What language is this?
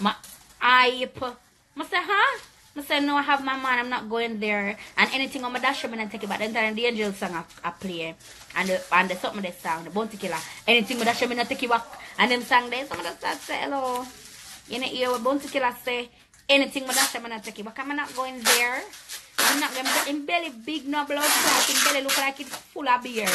Jamaican Creole English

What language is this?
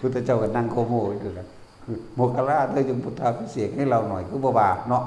Northeastern Thai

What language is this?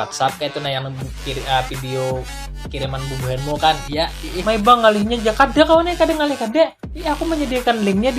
Banjar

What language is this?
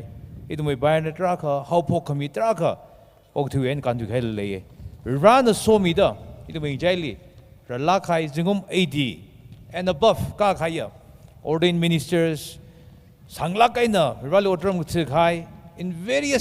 Tangkhul Naga (India)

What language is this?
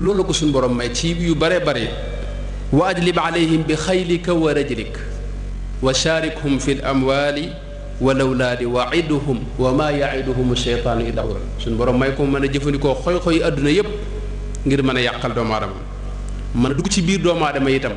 Wolof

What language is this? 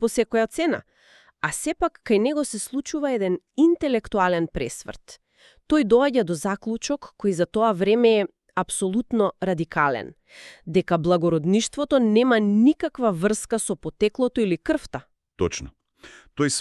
Macedonian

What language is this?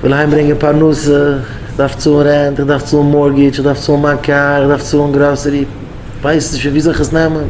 Yiddish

